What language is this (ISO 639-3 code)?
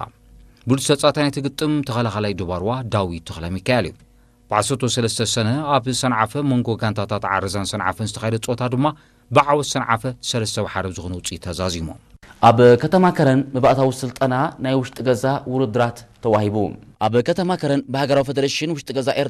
tir